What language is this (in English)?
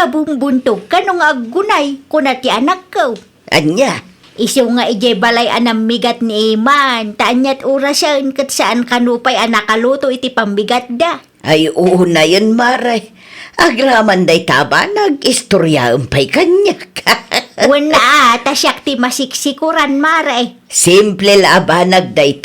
Iloko